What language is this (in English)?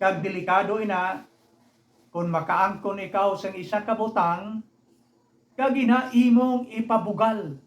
Hiligaynon